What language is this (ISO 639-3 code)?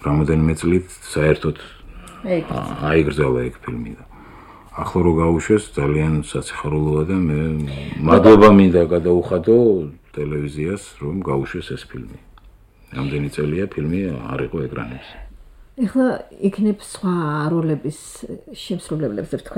kat